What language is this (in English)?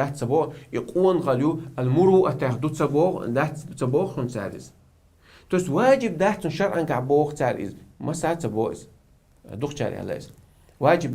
Chechen